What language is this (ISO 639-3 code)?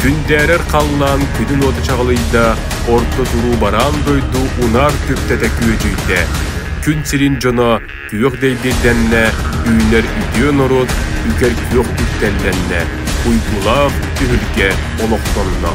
sah